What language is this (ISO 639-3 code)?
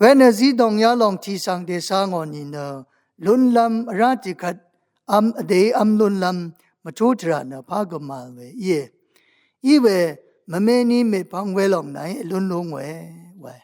raw